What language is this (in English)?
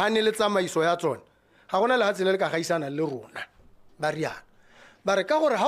Tswana